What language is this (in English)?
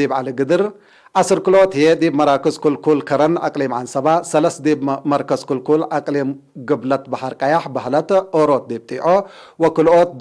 Tigre